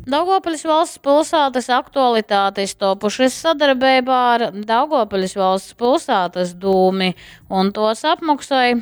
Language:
Latgalian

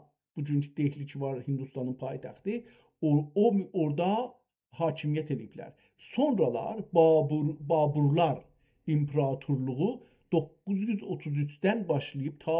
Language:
South Azerbaijani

